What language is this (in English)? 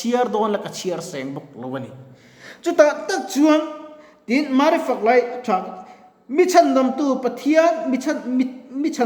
Mizo